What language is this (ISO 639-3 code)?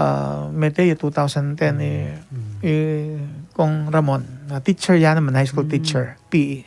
pam